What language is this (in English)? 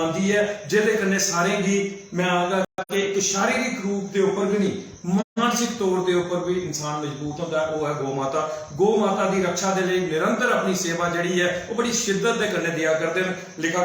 Dogri